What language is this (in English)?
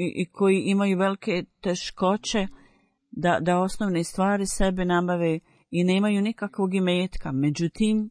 Bosnian